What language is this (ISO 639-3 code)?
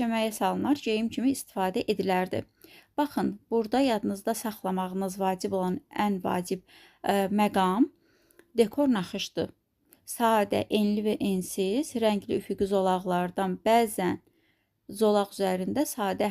aze